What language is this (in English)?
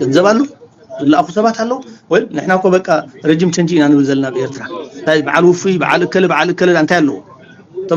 Tigrinya